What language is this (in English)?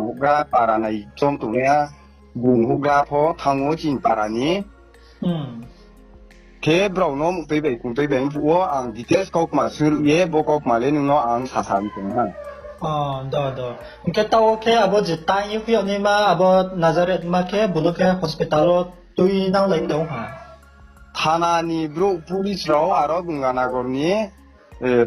Riang (India)